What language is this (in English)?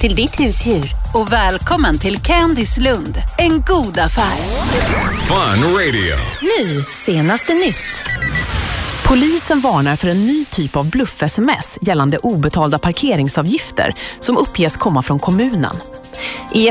Swedish